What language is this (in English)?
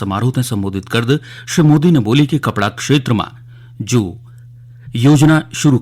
Garhwali